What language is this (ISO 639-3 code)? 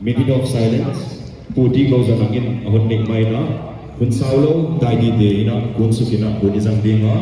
pck